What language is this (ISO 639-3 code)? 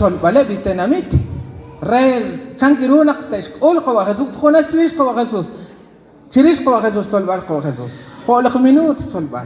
kek